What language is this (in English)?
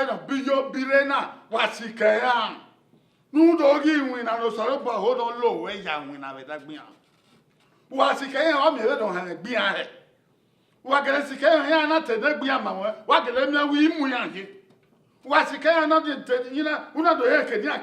Bini